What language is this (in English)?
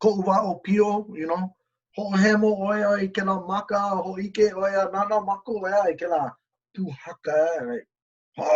Hawaiian